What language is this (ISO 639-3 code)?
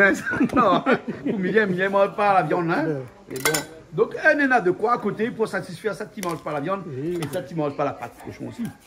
rcf